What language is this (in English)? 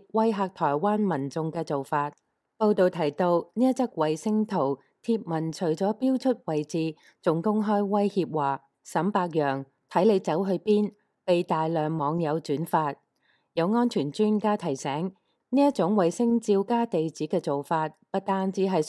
Cantonese